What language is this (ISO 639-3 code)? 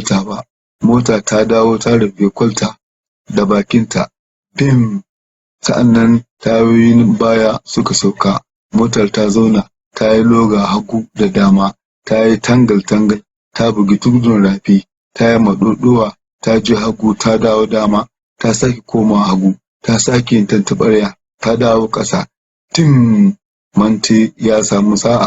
hau